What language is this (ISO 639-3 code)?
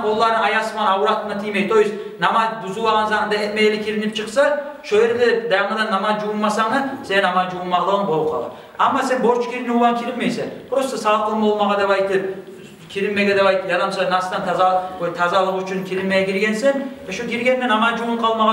kum